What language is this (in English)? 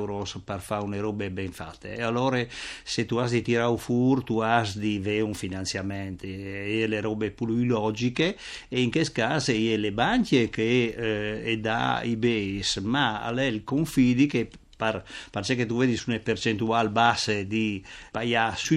Friulian